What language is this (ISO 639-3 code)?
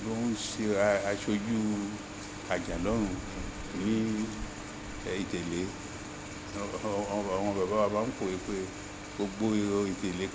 yor